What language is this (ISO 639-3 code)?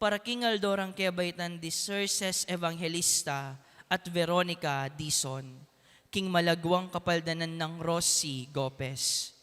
pam